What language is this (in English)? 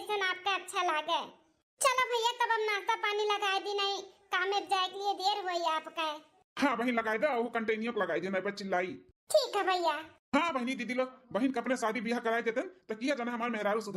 Awadhi